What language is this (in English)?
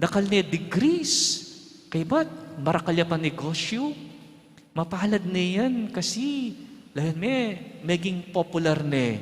Pampanga